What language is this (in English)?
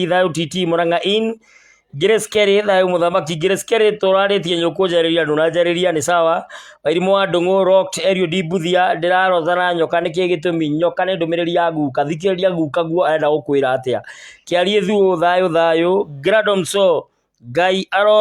Kikuyu